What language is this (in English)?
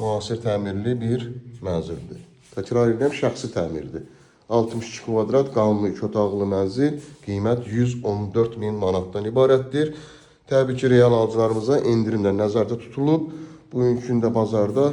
Azerbaijani